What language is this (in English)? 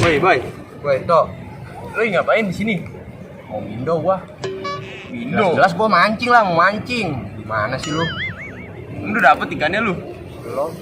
Betawi